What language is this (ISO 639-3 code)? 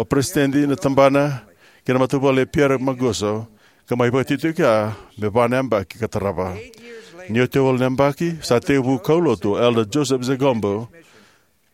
fij